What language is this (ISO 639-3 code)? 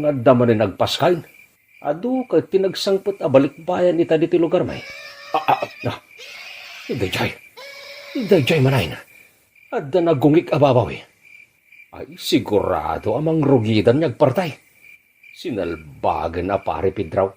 ilo